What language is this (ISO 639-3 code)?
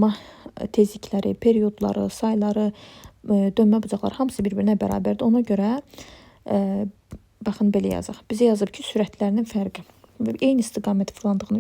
aze